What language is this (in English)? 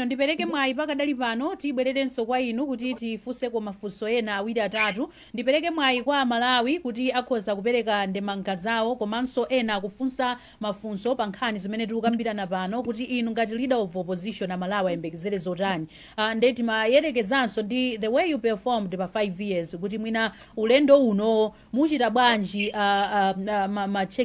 Nyanja